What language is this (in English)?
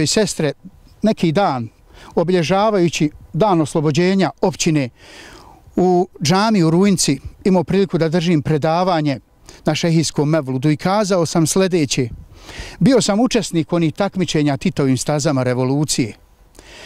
Bosnian